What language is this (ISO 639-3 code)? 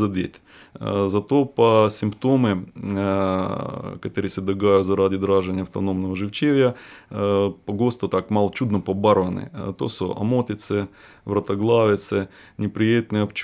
slv